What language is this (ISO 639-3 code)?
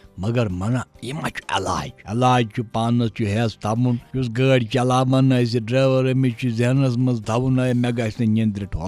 kas